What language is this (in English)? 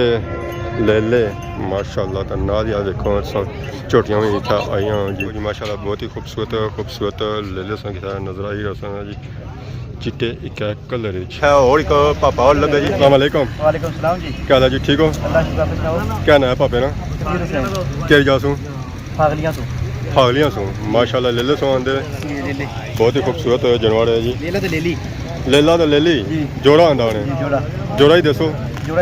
Pahari-Potwari